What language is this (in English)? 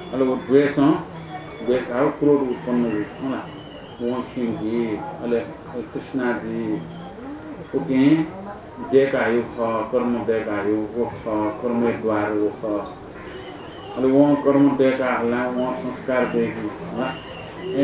Newari